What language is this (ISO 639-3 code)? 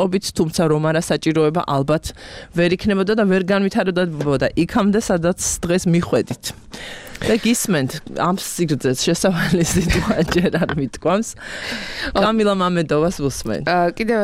kat